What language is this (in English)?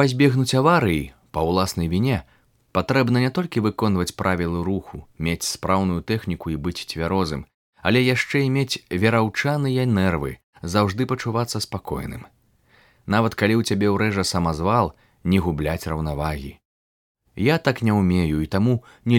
Belarusian